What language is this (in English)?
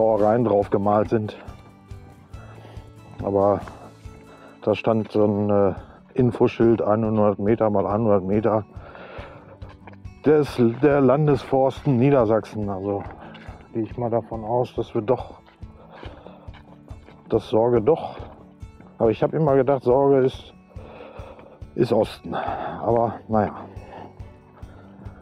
German